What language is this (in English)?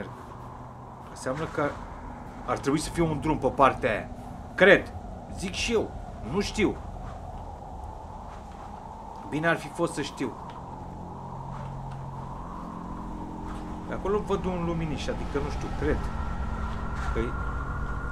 Romanian